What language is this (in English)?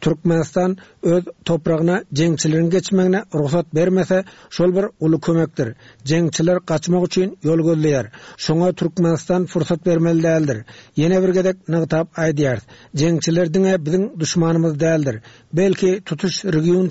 Turkmen